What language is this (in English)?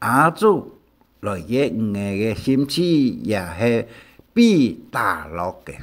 Hakka Chinese